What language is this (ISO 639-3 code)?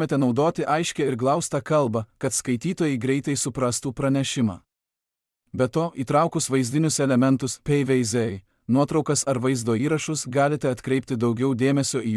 lit